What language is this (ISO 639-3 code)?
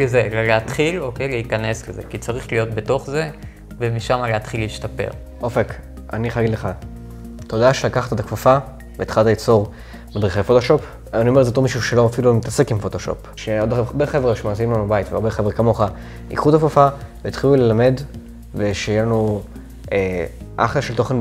heb